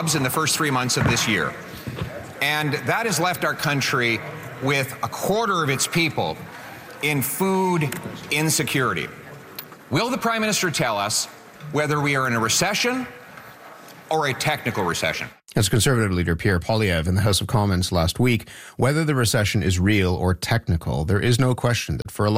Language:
English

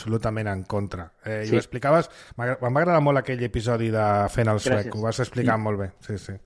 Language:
Catalan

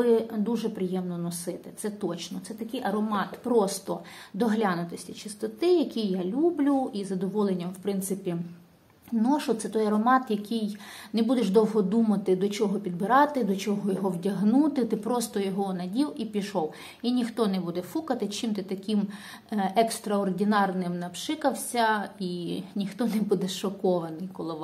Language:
Ukrainian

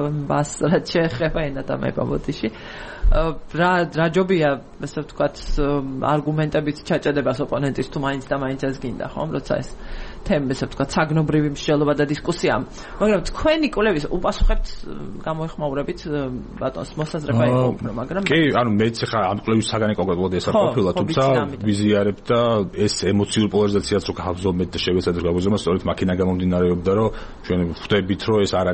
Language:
Georgian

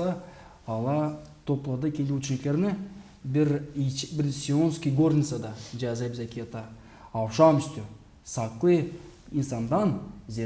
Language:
Gagauz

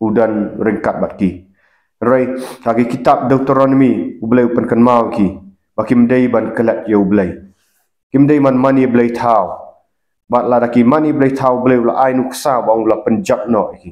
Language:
Khasi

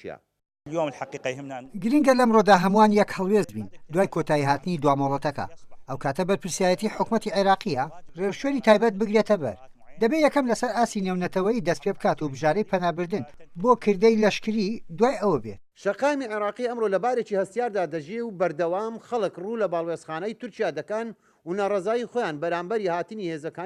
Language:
Central Kurdish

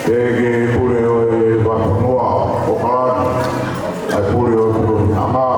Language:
Tongan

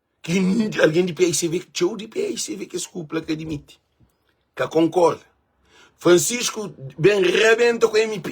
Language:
Kabuverdianu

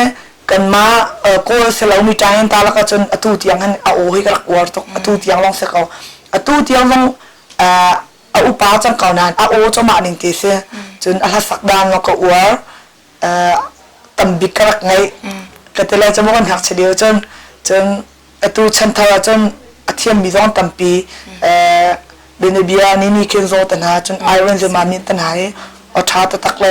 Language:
Hakha Chin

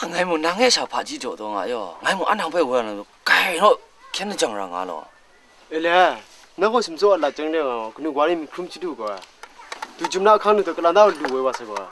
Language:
Kachin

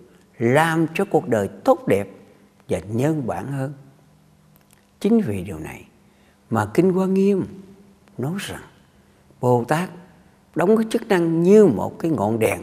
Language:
Vietnamese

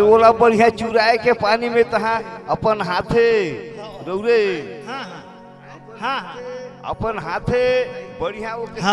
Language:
Bhojpuri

